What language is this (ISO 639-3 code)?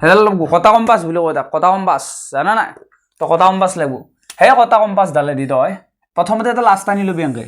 asm